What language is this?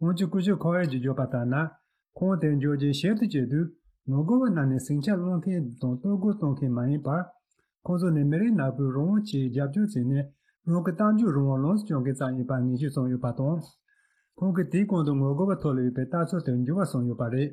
Tibetan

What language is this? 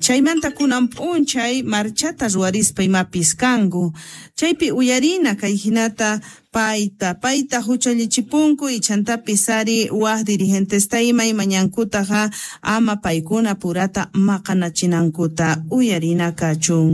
Quechua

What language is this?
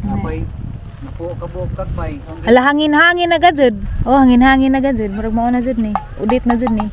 Cebuano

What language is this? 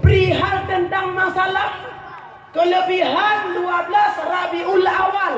Achinese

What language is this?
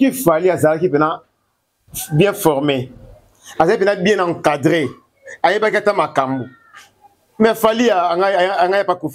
Lingala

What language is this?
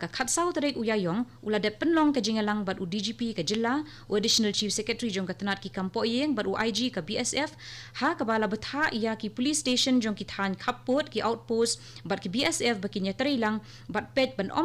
Khasi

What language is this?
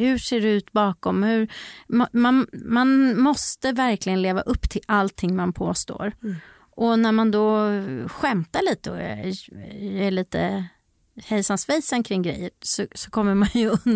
Swedish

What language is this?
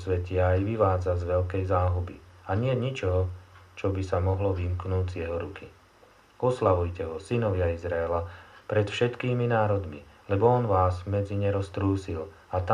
Slovak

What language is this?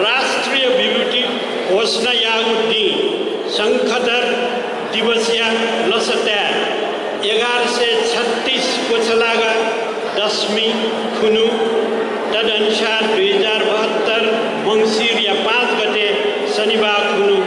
Newari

